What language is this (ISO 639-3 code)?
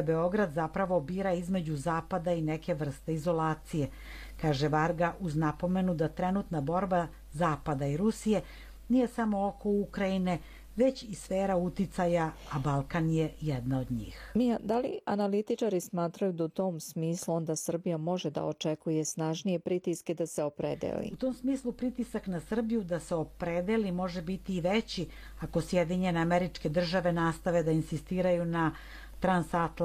srp